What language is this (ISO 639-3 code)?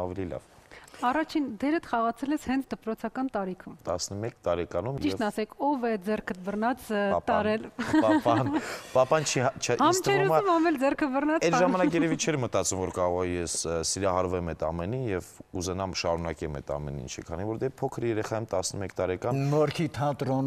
hye